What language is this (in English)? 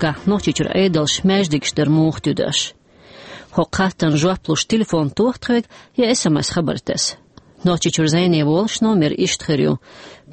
Chechen